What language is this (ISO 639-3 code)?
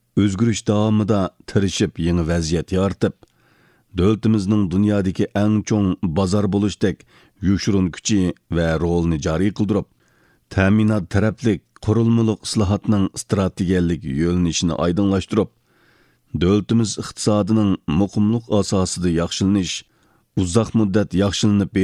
uig